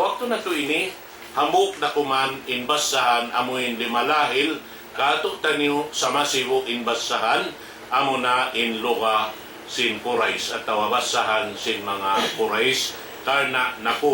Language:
Tausug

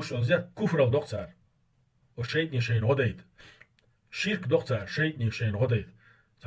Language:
Chechen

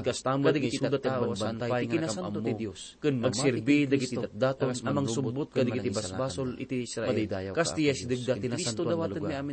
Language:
Iloko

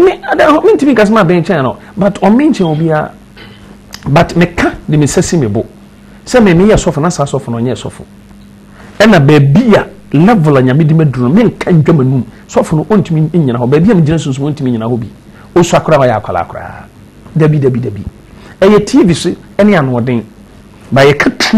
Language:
Akan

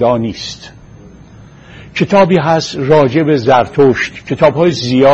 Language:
Persian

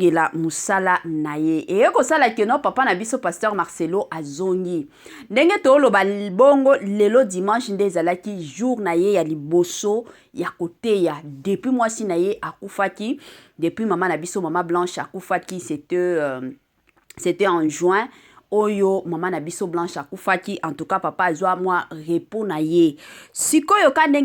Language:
Lingala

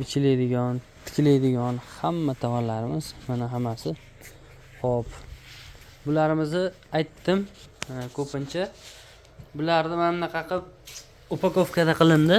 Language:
Uzbek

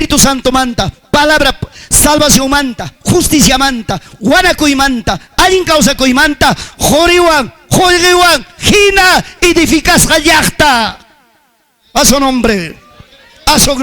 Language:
Ayacucho Quechua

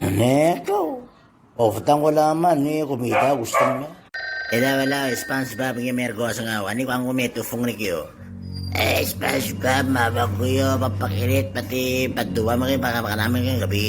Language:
Itawit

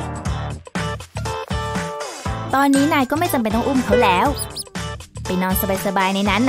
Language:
Thai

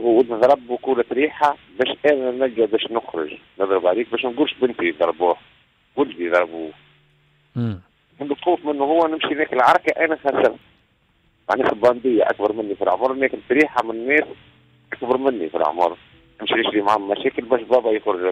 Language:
Tunisian Arabic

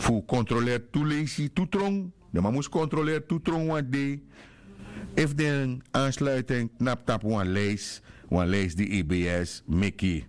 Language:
Sranan Tongo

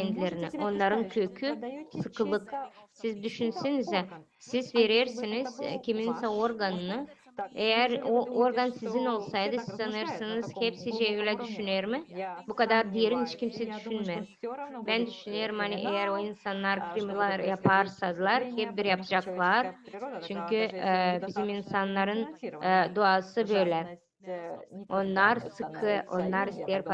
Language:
Gagauz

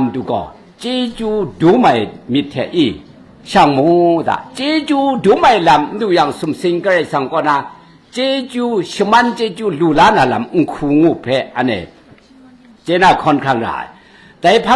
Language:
Kachin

